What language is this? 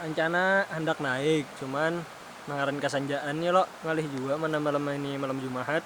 Banjar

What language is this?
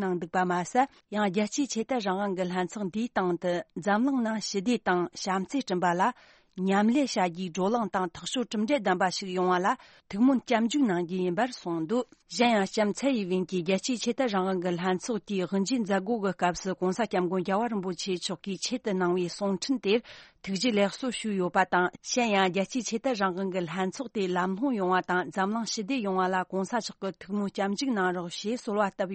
Tibetan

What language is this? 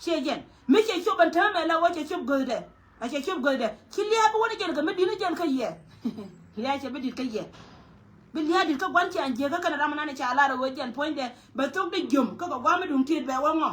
Nuer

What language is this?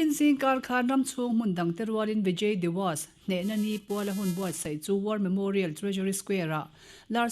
Mizo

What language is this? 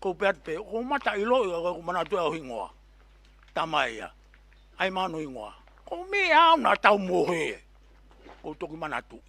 Tongan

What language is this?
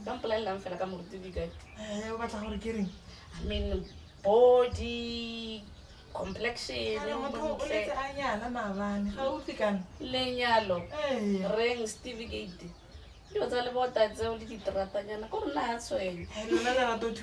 Tswana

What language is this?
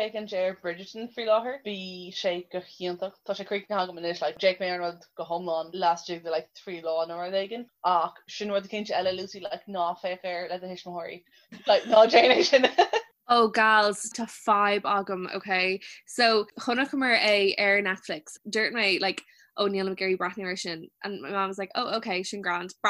Irish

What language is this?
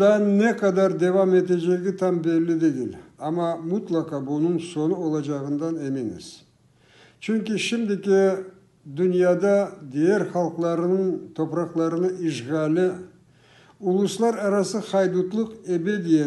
Crimean Tatar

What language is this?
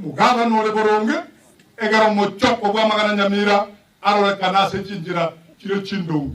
Gusii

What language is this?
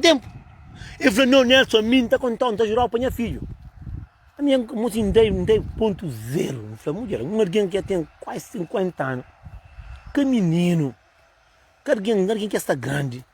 Kabuverdianu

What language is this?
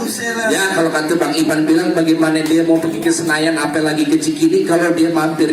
Betawi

